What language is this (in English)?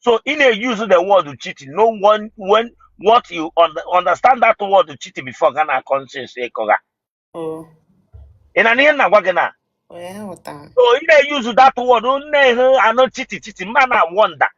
Igbo